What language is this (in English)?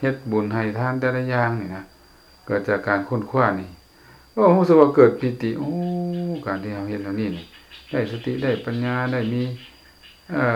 Lao